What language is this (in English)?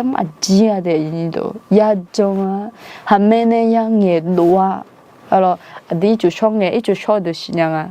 Akha